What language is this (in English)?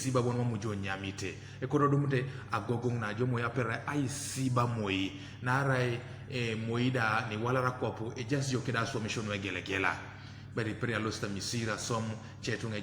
Teso